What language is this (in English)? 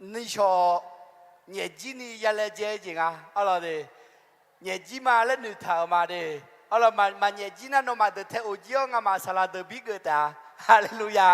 Akha